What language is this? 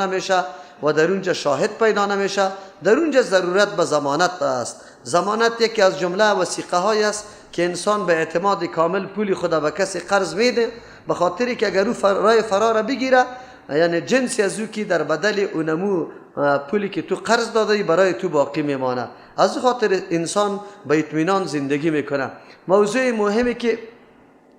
Persian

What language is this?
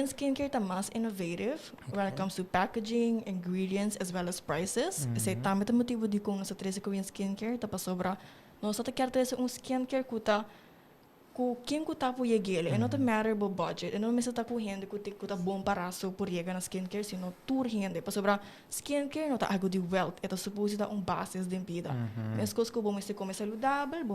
Papiamento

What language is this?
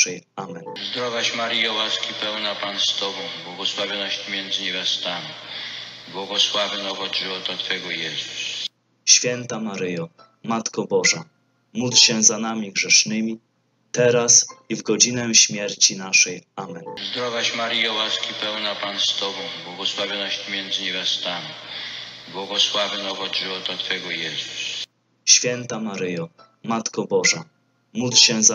Polish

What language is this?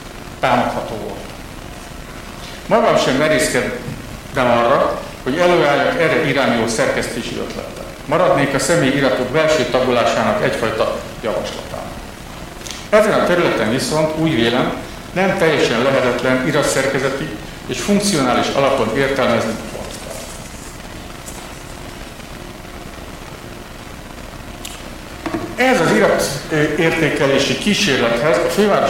Hungarian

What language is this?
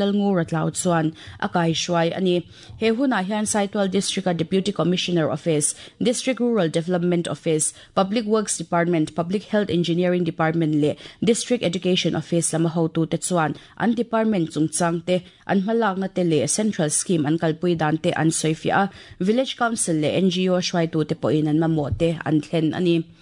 Mizo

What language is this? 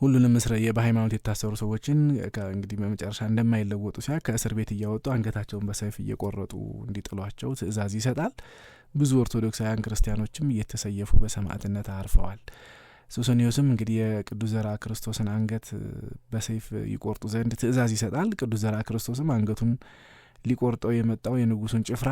Amharic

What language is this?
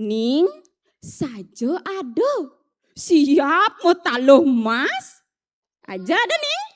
Balinese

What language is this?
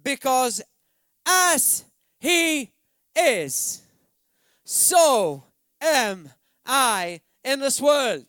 English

